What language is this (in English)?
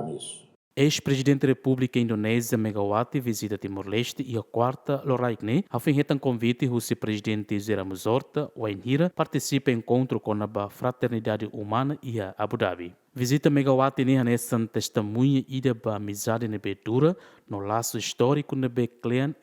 Tetum